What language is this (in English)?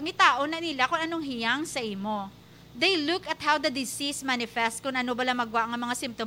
Hiligaynon